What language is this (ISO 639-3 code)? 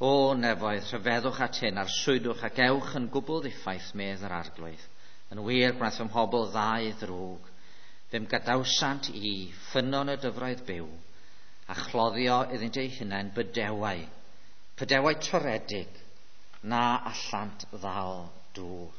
cym